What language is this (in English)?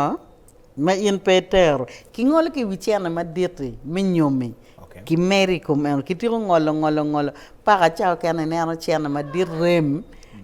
Acoli